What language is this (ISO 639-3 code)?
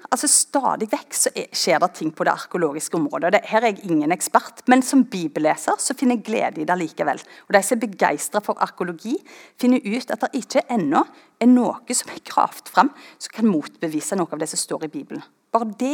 nor